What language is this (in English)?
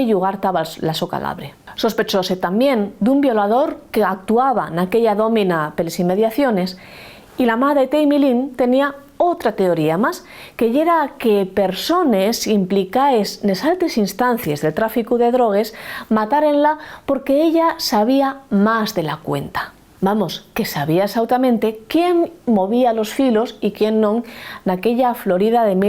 Asturian